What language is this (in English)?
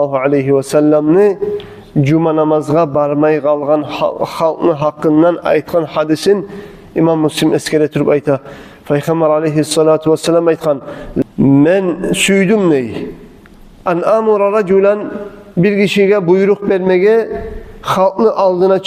Kumyk